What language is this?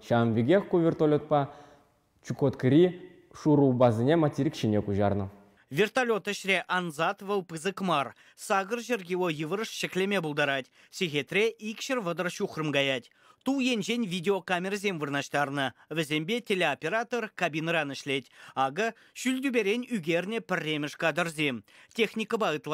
Chuvash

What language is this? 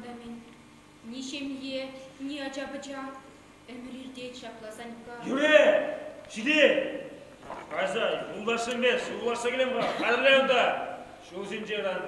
Chuvash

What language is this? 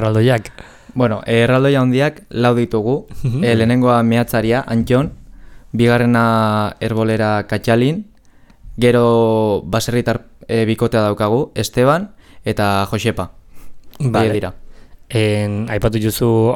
Basque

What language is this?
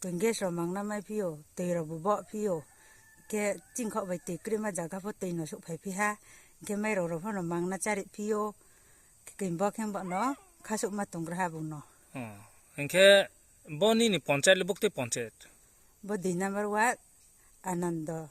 Riang (India)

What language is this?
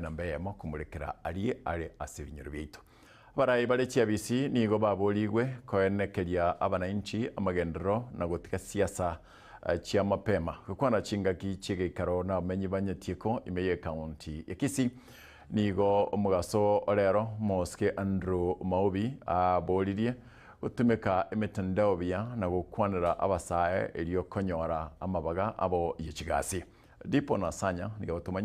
Gusii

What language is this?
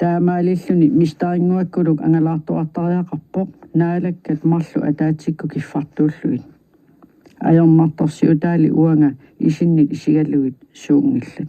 Kalaallisut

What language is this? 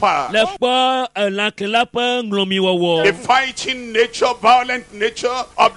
Ewe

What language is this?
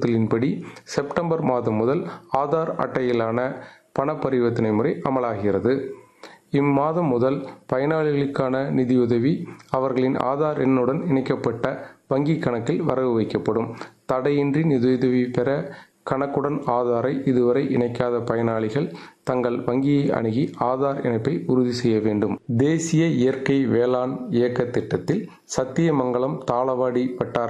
Tamil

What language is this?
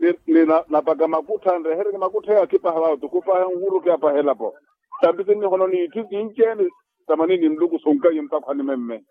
Makhuwa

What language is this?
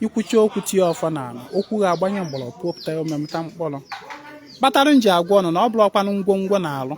Igbo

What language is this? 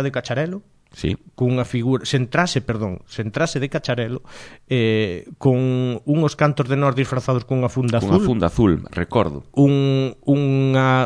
Galician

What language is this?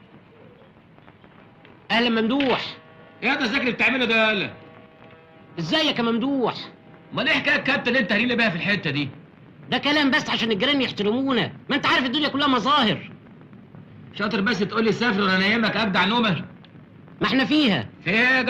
Egyptian Arabic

